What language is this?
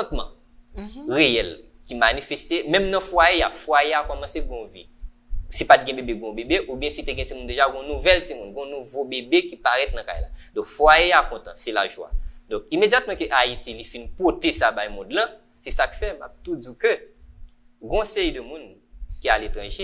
Haitian Creole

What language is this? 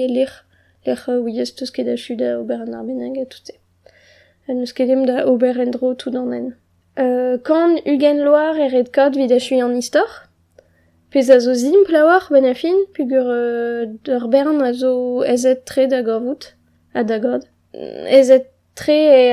Breton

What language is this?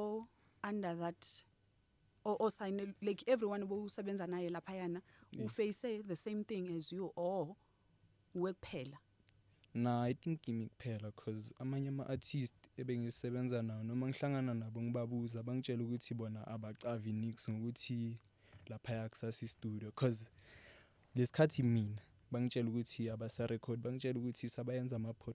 Zulu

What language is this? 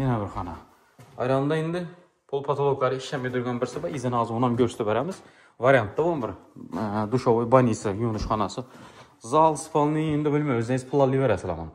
Uzbek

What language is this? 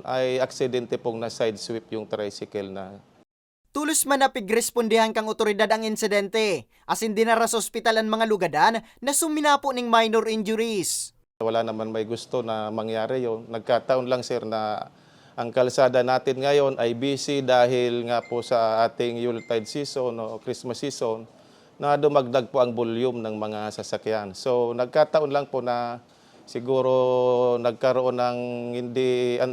Bikol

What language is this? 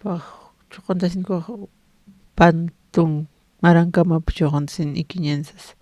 Aymara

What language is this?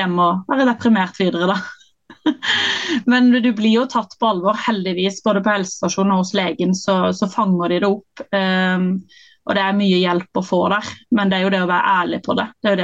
Norwegian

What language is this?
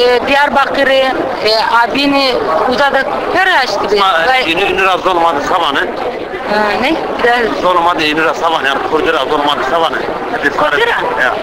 Zaza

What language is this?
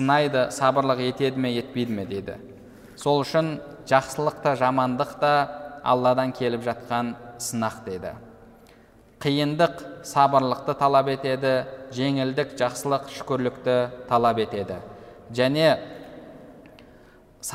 Kazakh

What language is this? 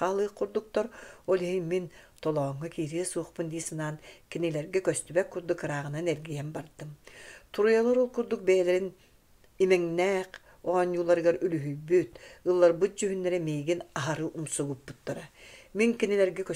Yakut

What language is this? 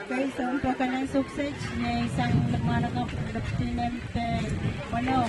Pohnpeian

